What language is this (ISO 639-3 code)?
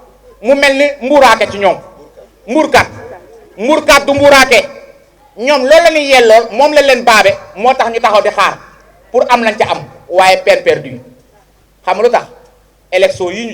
wol